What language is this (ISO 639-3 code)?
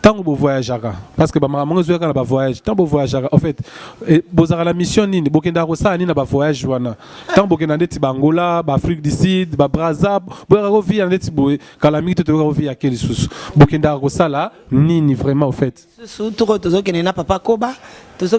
lin